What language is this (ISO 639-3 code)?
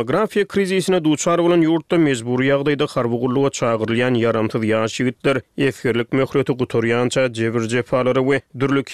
tuk